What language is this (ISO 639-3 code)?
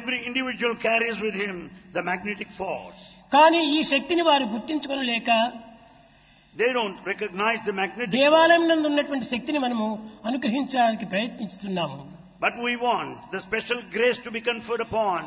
tel